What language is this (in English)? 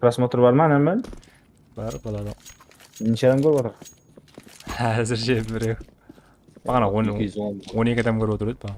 Kara-Kalpak